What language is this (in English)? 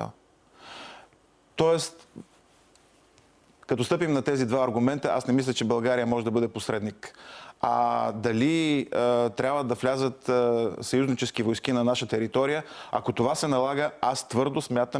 Bulgarian